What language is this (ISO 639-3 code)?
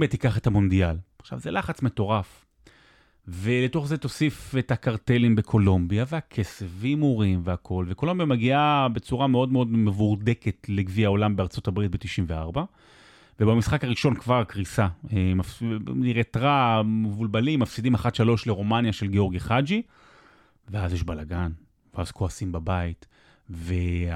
heb